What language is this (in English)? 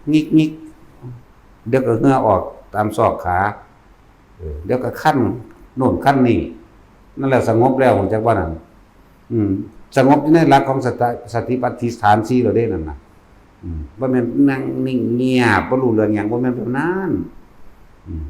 Northeastern Thai